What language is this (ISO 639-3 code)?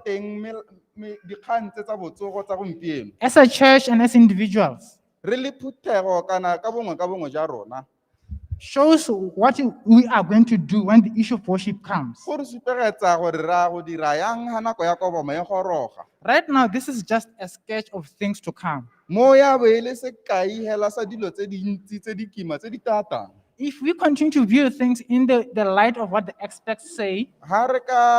tsn